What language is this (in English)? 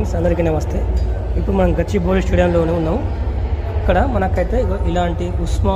Telugu